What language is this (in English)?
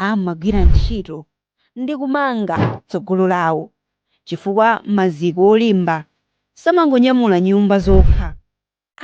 Nyanja